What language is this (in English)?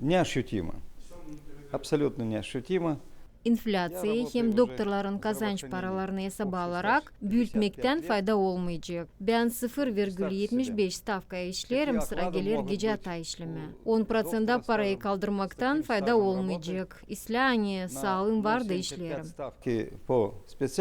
Gagauz